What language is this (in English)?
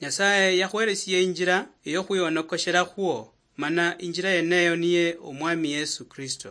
Luyia